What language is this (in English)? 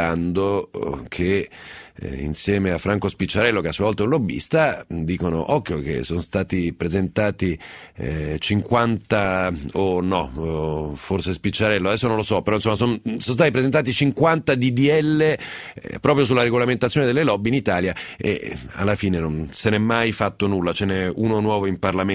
Italian